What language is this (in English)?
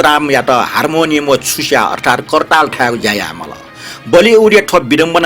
Newari